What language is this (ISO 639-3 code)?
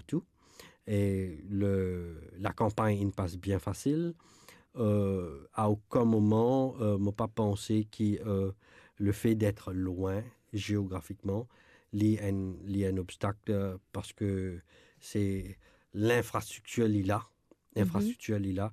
mfe